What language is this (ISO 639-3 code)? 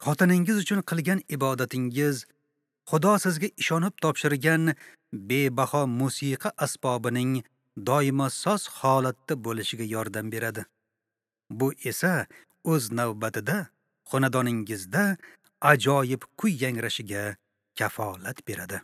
uzb